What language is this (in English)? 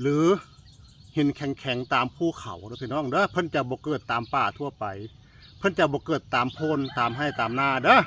Northeastern Thai